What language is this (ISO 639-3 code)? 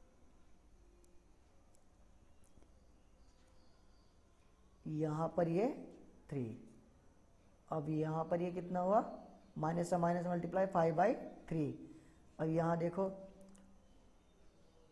hin